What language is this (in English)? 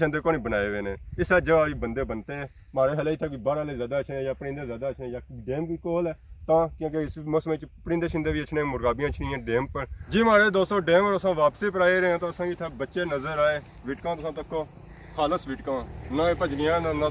Pahari-Potwari